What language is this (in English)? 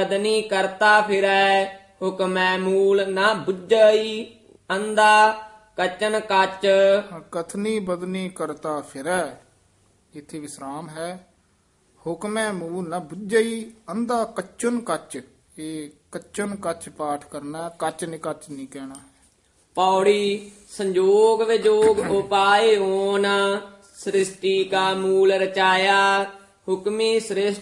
Punjabi